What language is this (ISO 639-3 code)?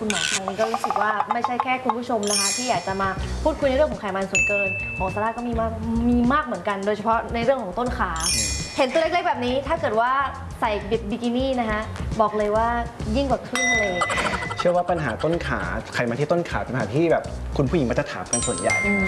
tha